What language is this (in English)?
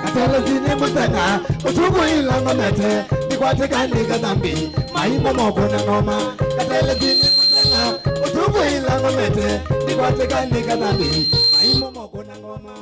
Kamba